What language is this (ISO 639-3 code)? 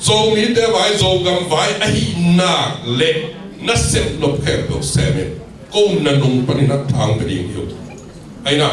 ctd